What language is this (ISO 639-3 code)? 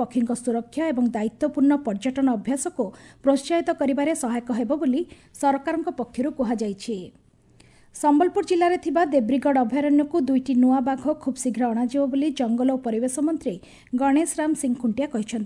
ori